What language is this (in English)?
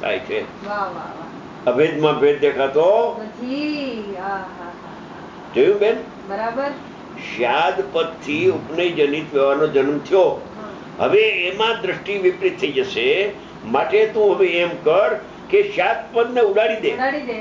Gujarati